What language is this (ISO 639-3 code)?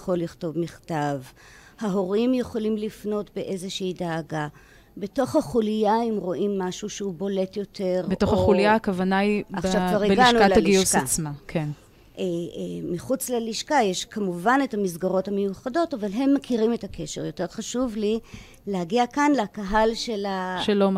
heb